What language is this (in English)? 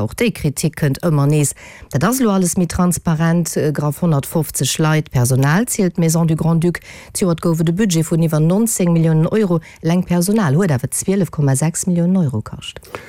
Luxembourgish